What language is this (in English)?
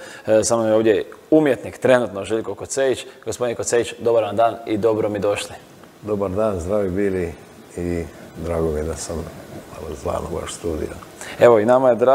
Croatian